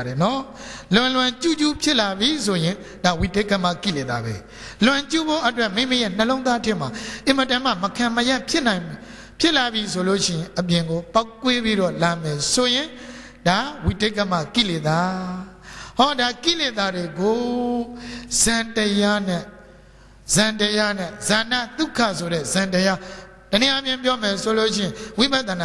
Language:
Burmese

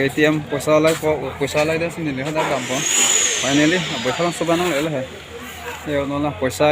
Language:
Karbi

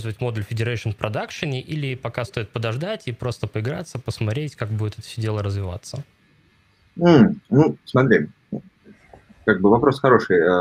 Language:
Russian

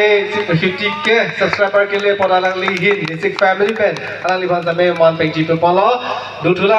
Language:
Karbi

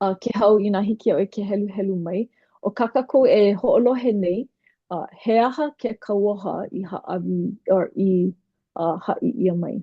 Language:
Hawaiian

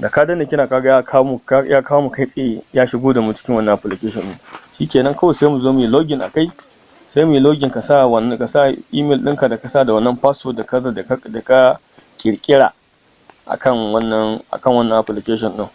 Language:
Hausa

